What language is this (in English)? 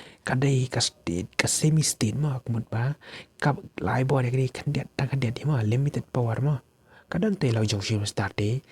Khasi